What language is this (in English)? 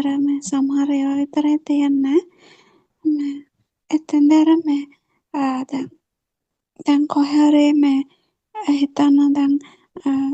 Sinhala